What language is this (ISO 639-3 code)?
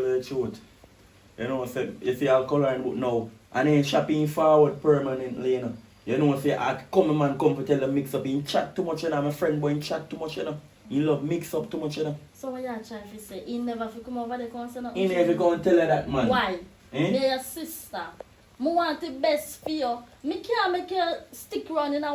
jam